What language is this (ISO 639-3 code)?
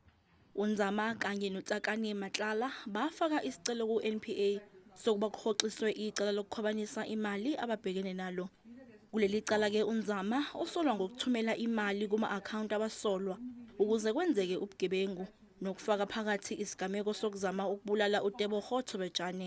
zul